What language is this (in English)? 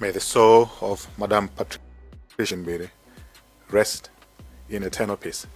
Nyanja